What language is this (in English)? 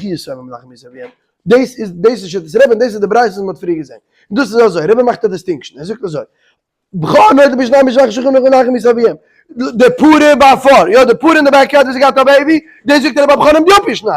Yiddish